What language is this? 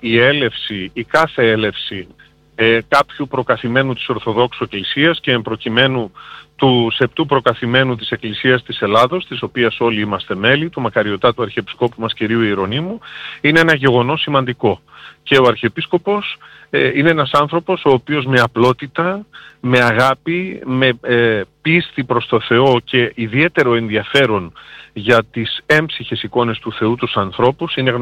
Greek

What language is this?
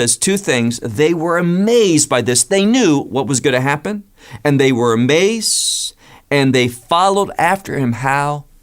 English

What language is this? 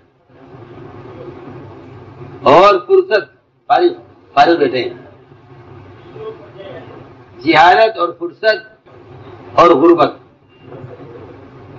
Urdu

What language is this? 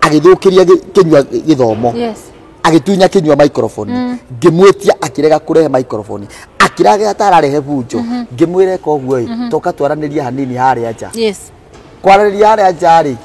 Kikuyu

